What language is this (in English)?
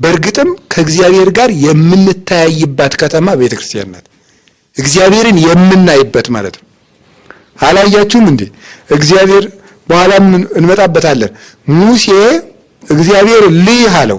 Amharic